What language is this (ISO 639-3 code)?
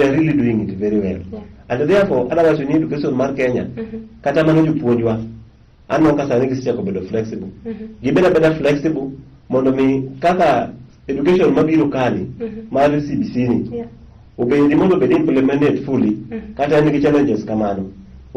luo